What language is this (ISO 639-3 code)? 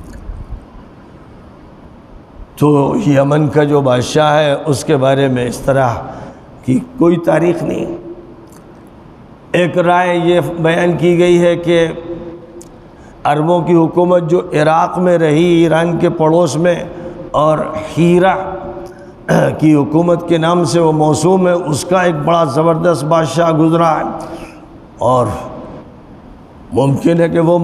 urd